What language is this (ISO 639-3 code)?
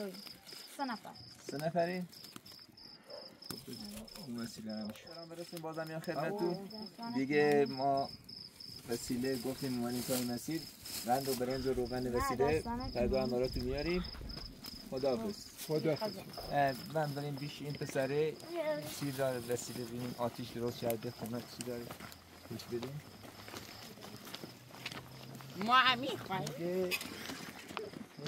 fas